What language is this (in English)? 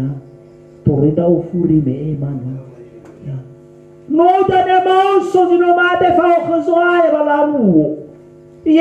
Nias